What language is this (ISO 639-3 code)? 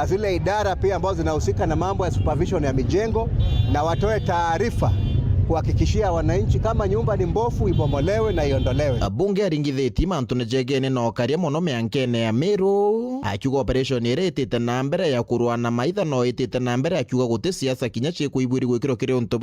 mer